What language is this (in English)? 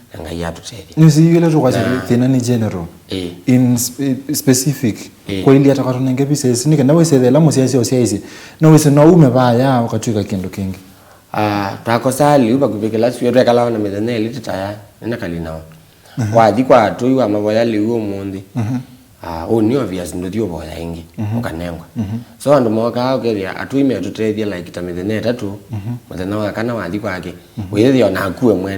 Kamba